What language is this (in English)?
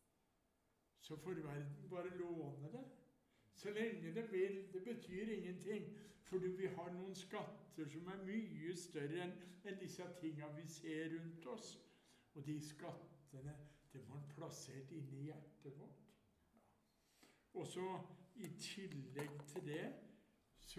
Norwegian